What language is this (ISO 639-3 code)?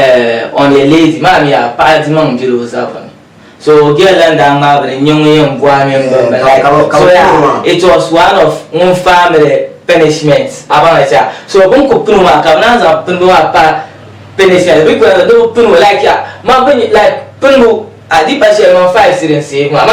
dag